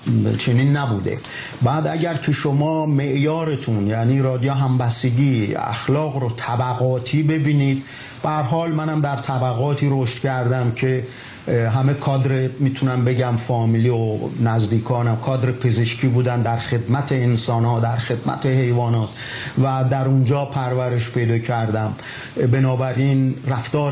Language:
Persian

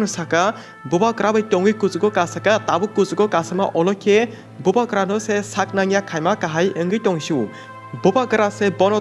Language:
Kok Borok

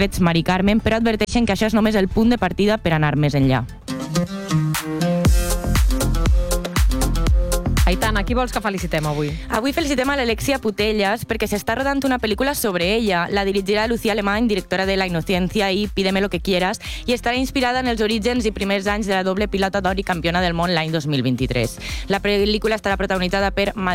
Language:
Catalan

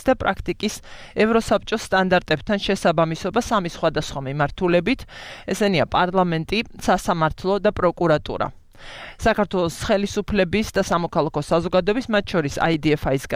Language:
Georgian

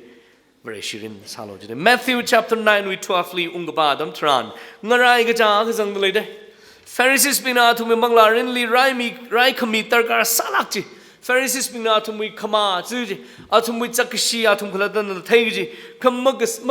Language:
Tangkhul Naga (India)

